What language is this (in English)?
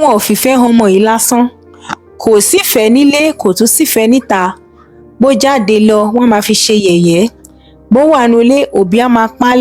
Yoruba